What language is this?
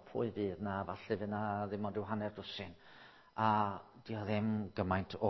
Welsh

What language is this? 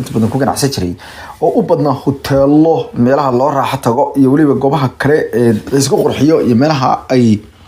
Somali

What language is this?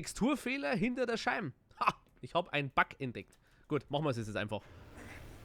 Bavarian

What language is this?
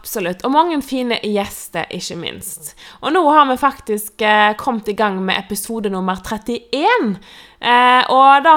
Norwegian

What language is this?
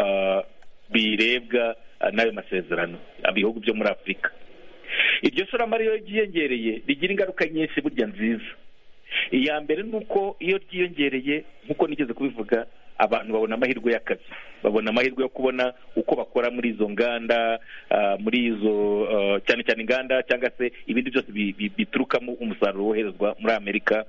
Kinyarwanda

